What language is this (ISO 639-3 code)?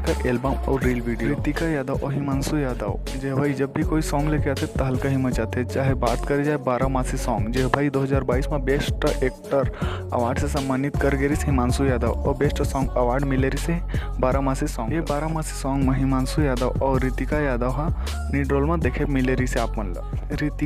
hne